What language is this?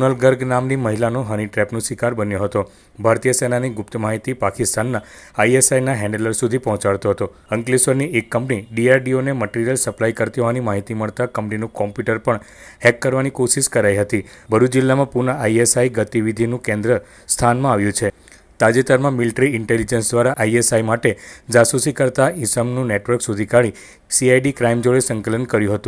Gujarati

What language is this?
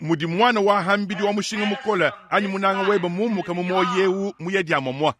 Luba-Lulua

